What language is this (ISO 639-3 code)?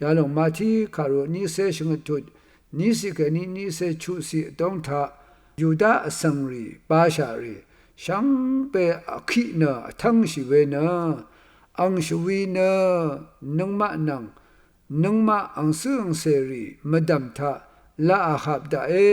raw